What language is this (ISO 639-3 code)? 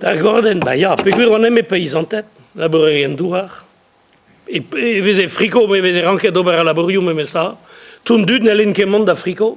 bre